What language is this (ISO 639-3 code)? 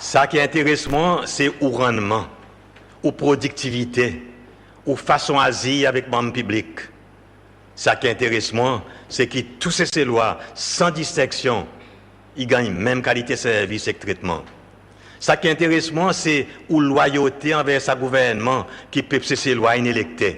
crs